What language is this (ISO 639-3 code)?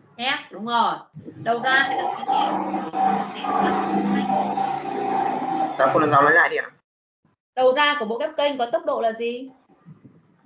vie